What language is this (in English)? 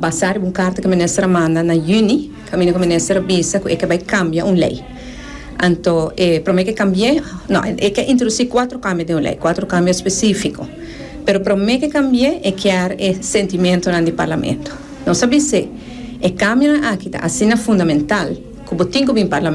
Papiamento